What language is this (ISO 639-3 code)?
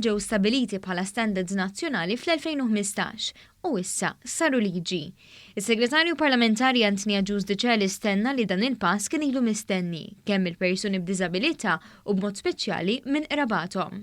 mlt